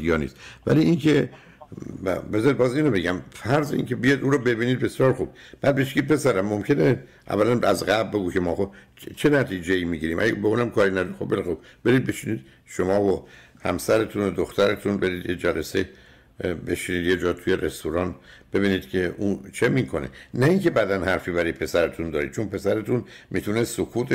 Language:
Persian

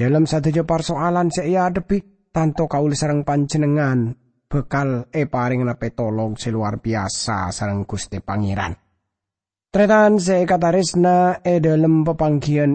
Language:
Madurese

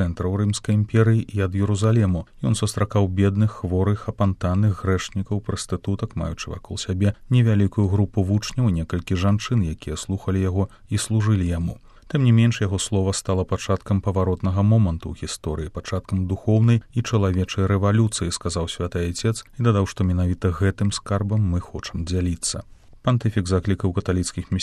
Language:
Belarusian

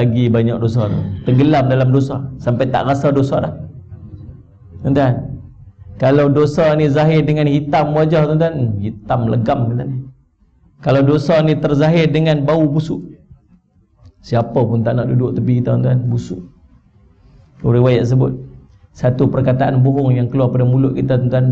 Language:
Malay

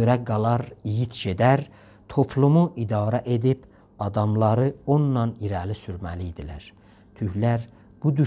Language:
South Azerbaijani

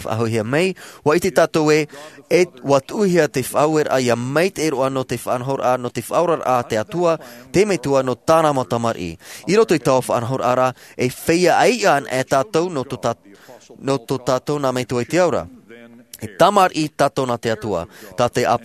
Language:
Tahitian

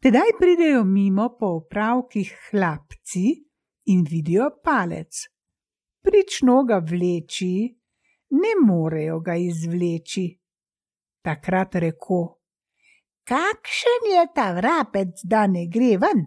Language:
Slovenian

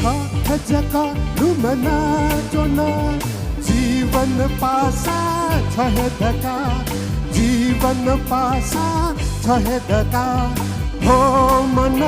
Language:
Newari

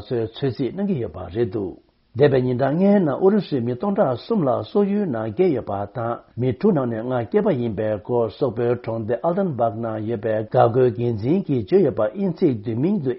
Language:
Tibetan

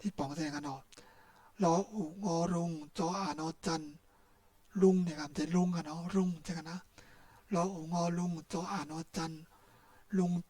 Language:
Shan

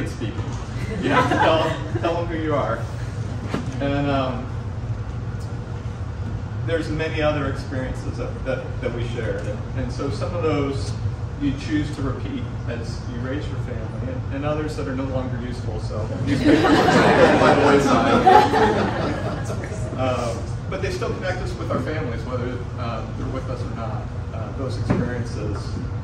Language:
English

